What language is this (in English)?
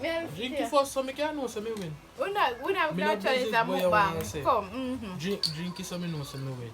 Jamaican Creole English